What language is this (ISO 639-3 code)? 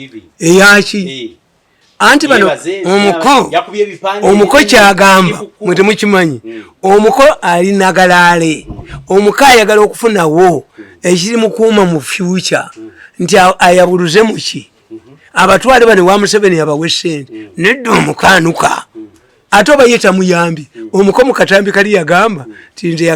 lug